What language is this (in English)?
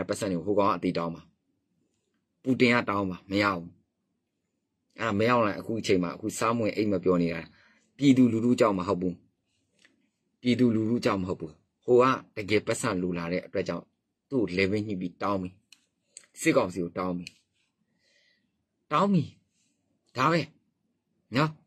Burmese